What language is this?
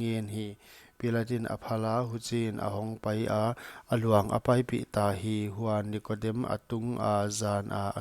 Paite Chin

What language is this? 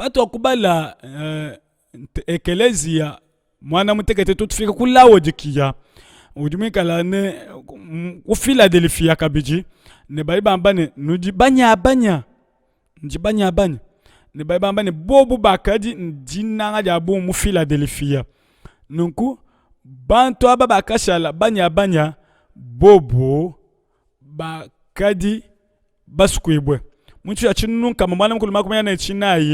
Luba-Lulua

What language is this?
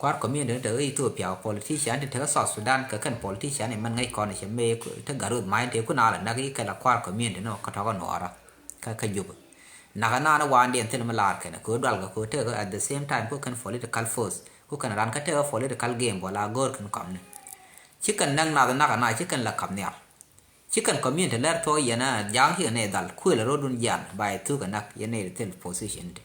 Nuer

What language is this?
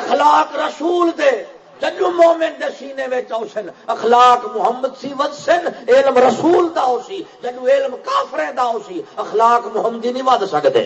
Saraiki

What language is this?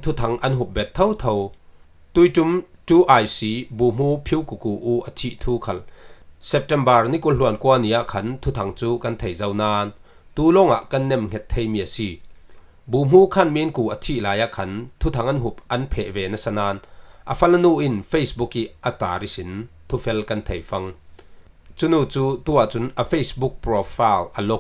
Falam Chin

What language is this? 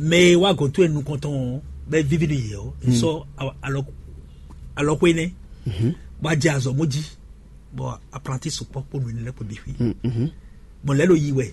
Fon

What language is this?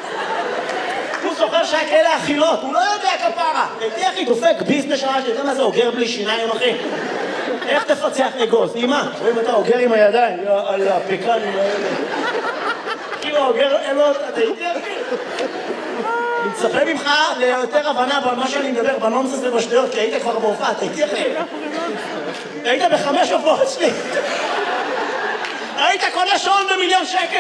Hebrew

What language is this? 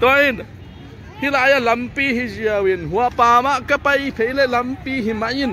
Tedim Chin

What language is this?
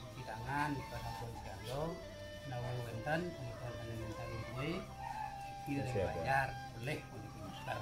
Balinese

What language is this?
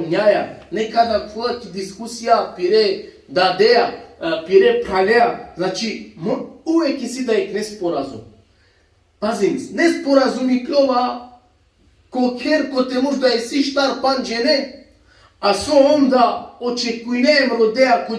Balkan Romani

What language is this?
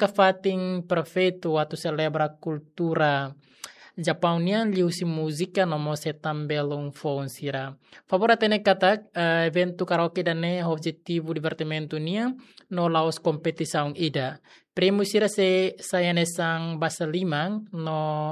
Tetum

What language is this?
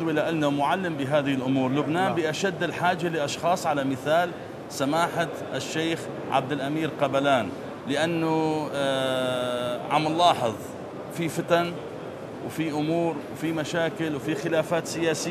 North Levantine Arabic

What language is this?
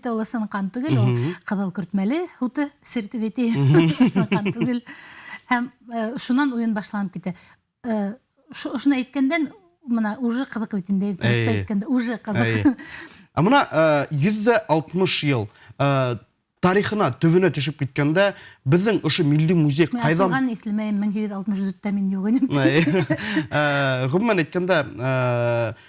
Bashkir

